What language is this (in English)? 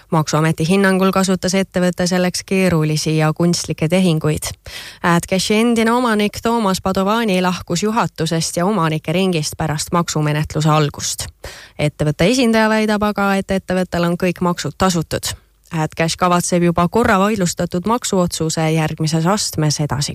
Estonian